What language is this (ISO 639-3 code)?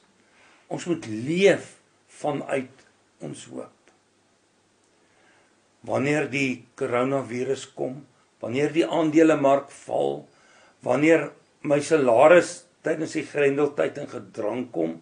afr